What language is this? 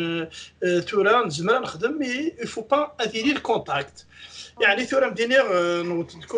Kabyle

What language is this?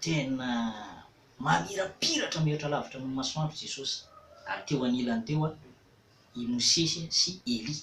Malagasy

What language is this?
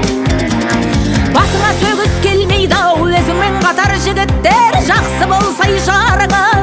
Kazakh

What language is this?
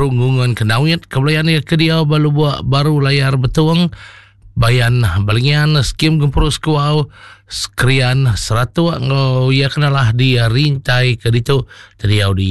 Iban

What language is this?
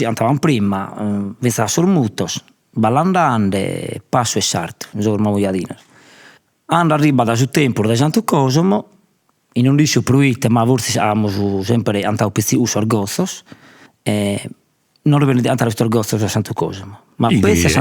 Sardinian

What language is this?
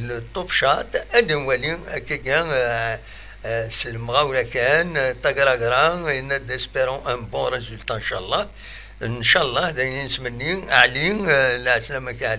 Kabyle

